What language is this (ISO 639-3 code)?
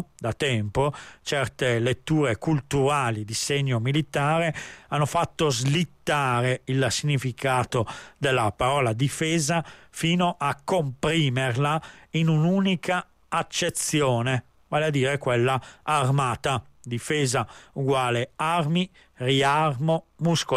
ita